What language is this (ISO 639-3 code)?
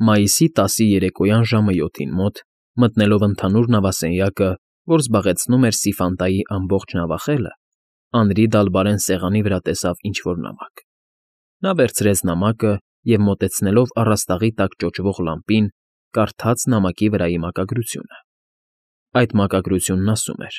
hye